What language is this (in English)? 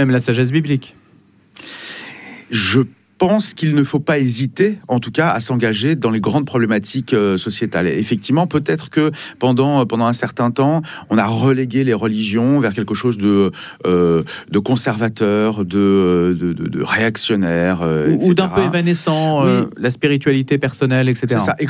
French